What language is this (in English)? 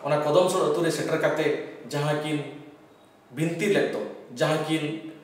Santali